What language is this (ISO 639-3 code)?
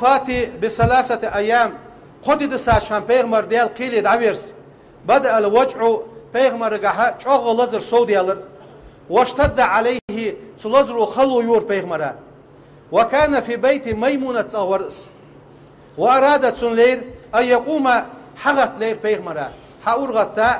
inh